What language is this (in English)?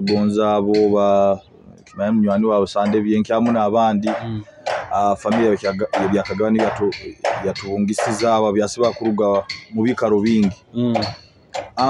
Nyoro